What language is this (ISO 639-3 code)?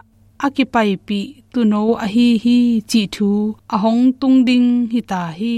ctd